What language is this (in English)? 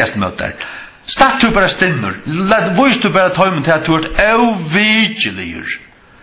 Faroese